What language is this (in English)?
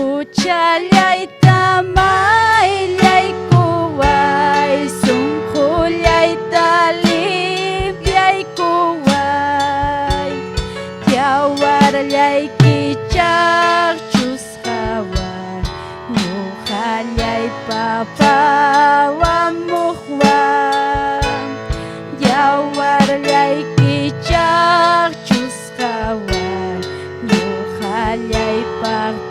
Ayacucho Quechua